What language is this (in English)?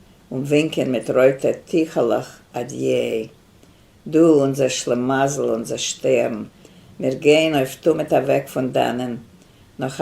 Yiddish